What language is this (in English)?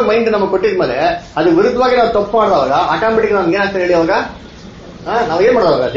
Kannada